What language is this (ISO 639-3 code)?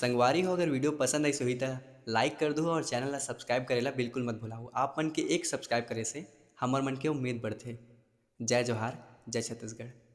hne